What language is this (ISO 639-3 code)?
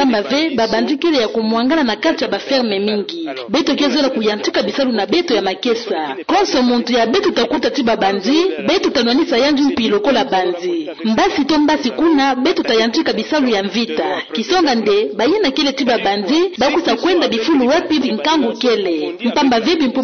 ktu